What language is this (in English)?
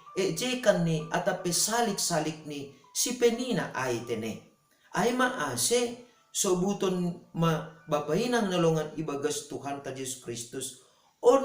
Batak Simalungun